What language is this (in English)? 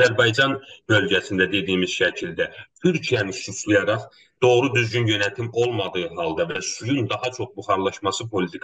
South Azerbaijani